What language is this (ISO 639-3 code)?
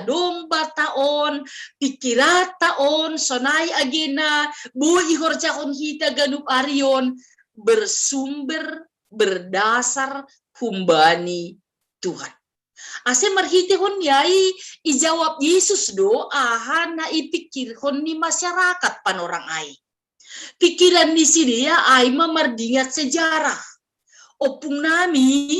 bts